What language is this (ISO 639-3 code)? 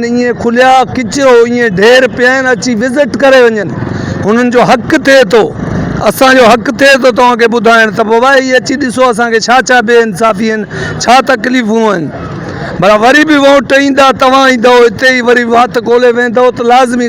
snd